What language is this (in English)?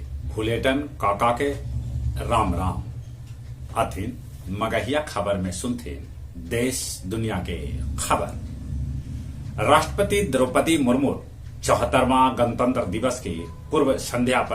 Magahi